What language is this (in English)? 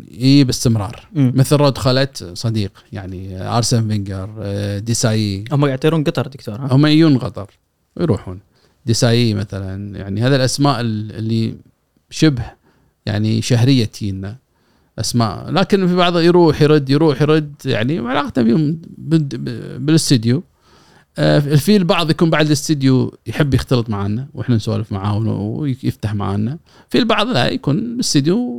Gulf Arabic